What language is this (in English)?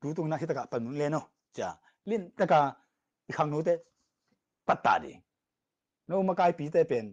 Tedim Chin